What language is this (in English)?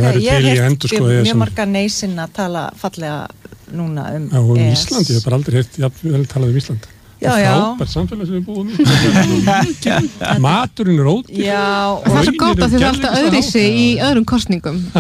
Icelandic